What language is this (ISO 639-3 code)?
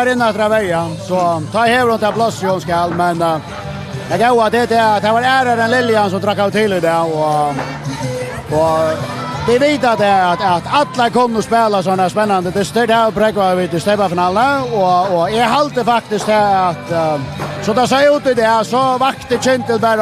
fao